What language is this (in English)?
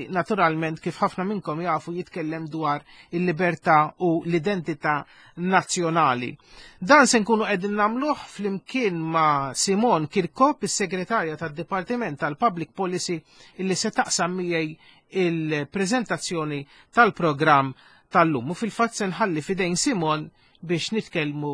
Maltese